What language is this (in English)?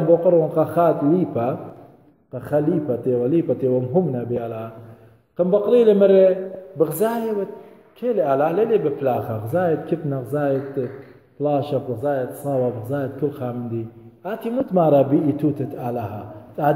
Assyrian Neo-Aramaic